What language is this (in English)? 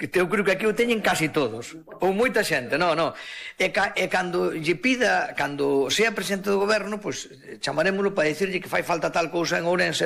Galician